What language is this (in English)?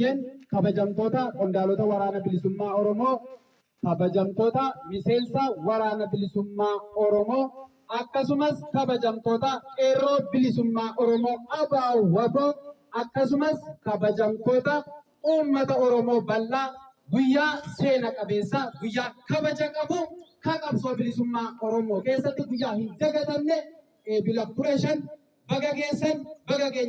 Oromo